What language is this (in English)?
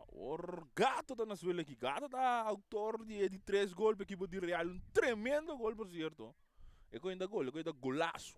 Papiamento